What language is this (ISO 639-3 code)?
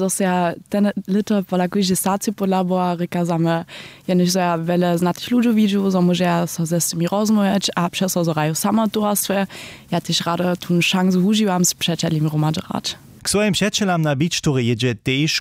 hsb